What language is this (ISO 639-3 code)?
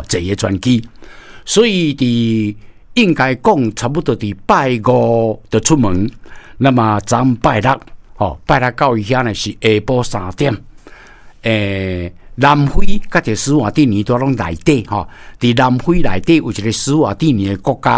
nan